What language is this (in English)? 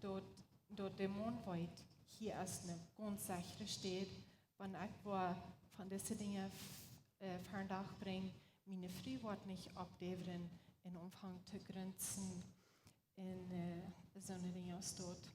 Plautdietsch